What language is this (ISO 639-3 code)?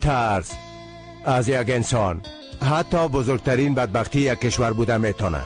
fas